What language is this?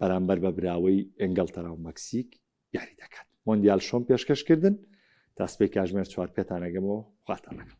Central Kurdish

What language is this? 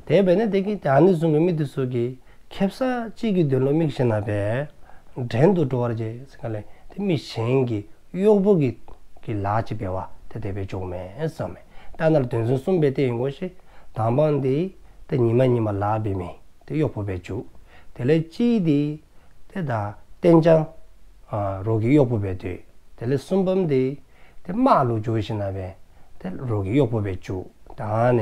Dzongkha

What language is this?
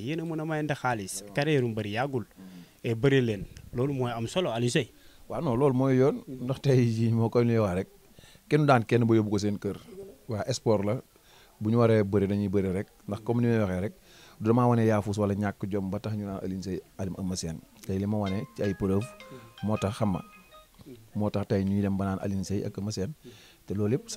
Wolof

